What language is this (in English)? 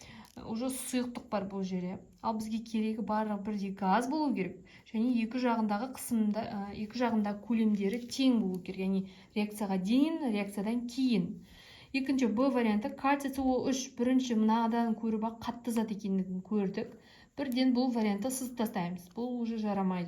Kazakh